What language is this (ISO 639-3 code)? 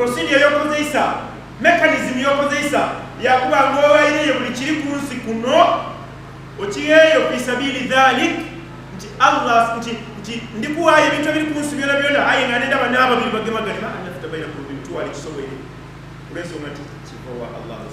lug